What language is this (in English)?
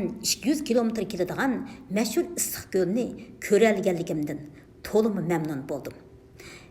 Uyghur